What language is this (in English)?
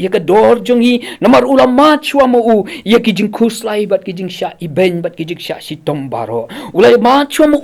Khasi